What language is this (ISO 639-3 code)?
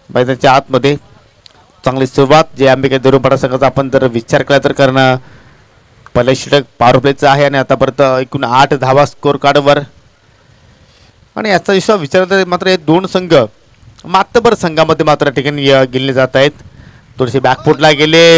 mar